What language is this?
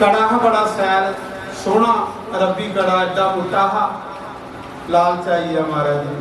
Dogri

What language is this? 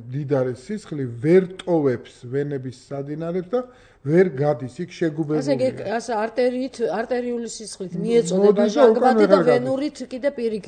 Georgian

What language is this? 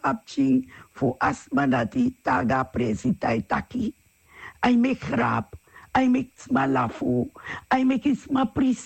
Sranan Tongo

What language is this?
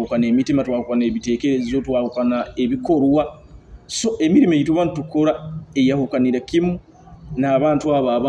Nyoro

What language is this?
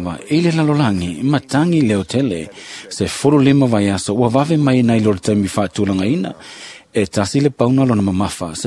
Samoan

